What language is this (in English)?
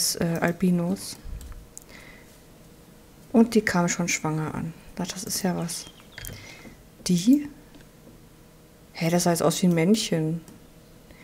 German